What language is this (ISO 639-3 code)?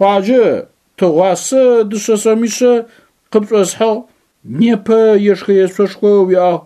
ady